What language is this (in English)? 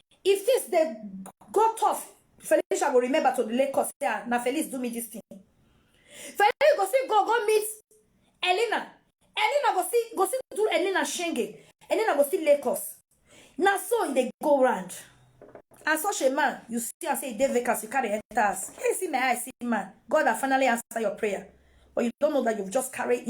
Nigerian Pidgin